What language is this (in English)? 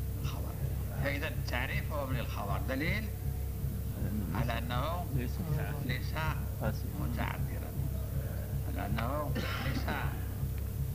Arabic